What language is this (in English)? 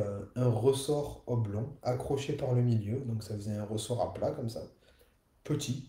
French